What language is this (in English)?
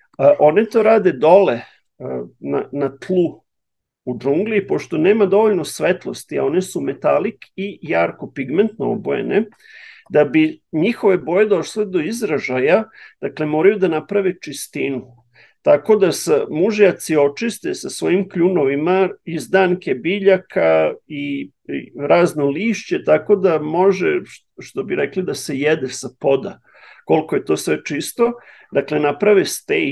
Serbian